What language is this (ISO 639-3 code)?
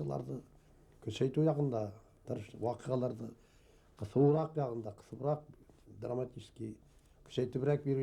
bak